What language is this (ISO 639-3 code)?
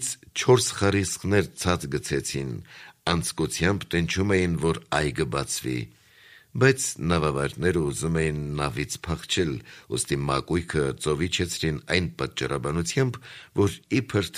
hye